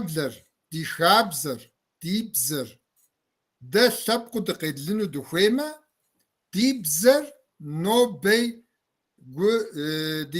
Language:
Kabardian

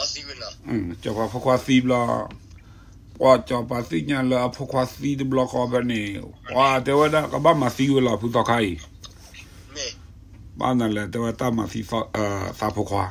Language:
S'gaw Karen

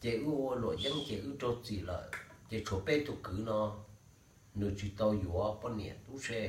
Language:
Hmong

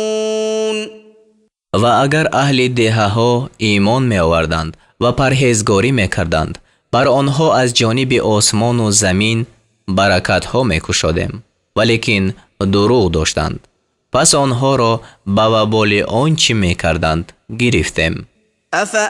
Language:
Tajik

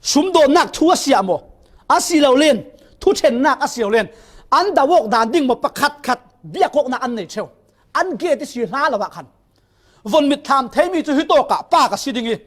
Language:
Falam Chin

